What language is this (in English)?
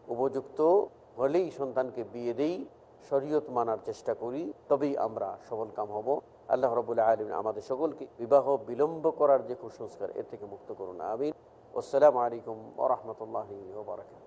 Bangla